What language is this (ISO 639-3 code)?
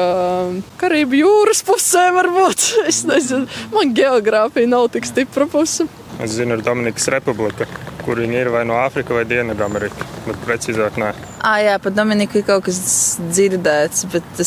lav